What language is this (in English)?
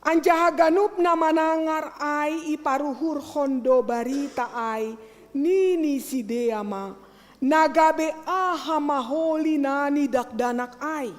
Batak Simalungun